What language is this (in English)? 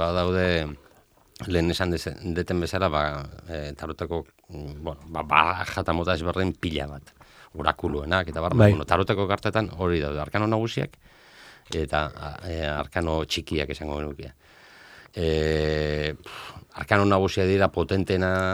Basque